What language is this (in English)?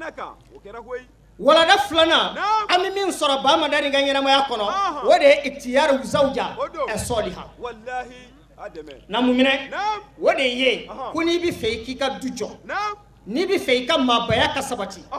Bambara